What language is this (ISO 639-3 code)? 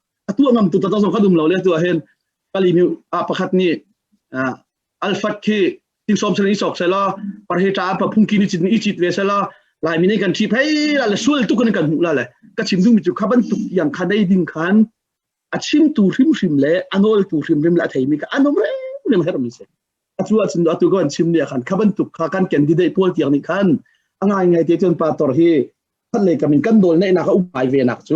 cnh